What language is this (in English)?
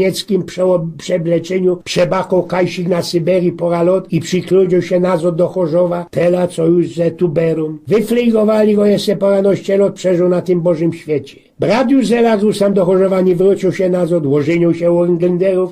Silesian